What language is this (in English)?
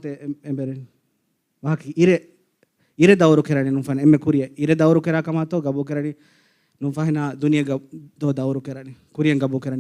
Divehi